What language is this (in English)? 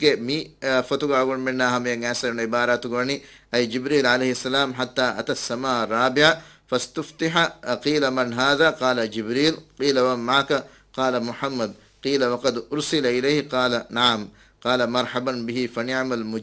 Divehi